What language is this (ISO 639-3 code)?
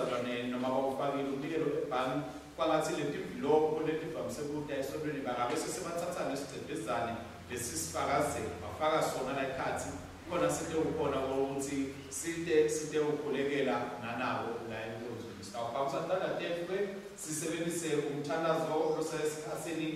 ssw